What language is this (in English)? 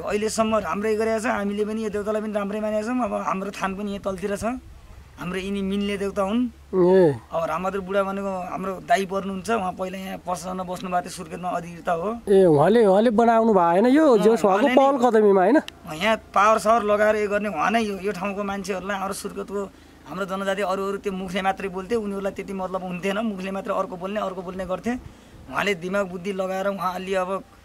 Nepali